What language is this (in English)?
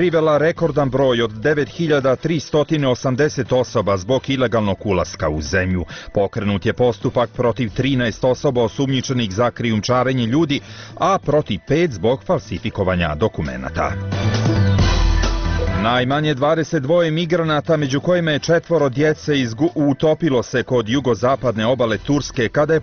Bosnian